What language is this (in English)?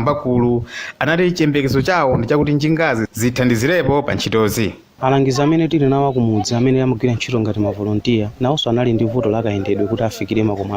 Nyanja